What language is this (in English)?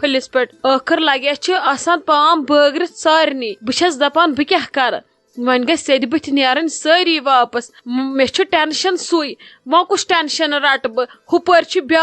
Kashmiri